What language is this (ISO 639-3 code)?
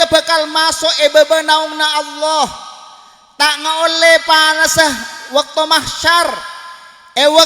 mad